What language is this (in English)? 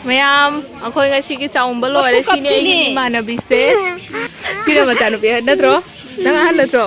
Manipuri